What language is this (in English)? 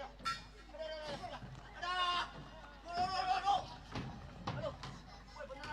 Betawi